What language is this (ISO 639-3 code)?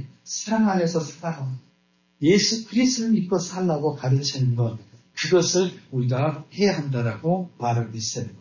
kor